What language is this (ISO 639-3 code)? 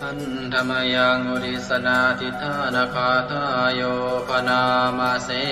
pli